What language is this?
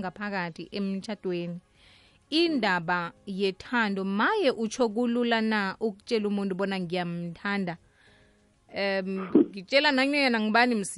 South Ndebele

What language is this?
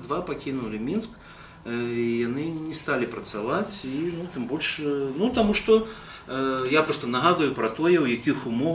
Belarusian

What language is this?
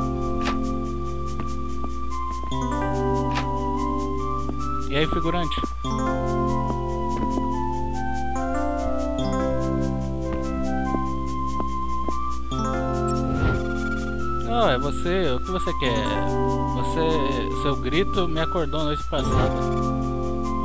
Portuguese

